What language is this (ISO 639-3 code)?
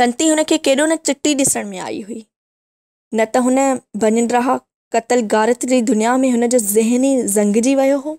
snd